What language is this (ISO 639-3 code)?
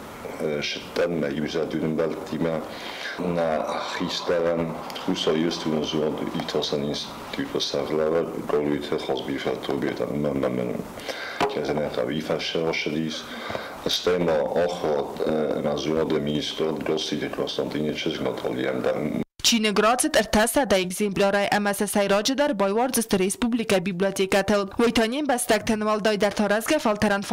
oss